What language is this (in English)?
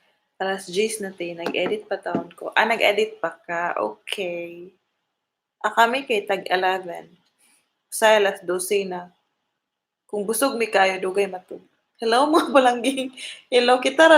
Cebuano